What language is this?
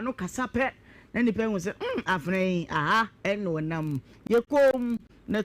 Akan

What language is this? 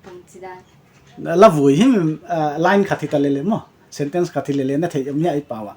Paite Chin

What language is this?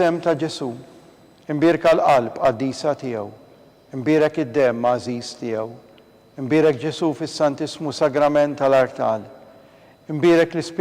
Maltese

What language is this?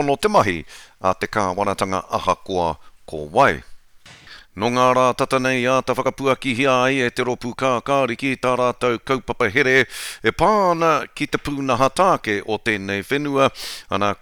Māori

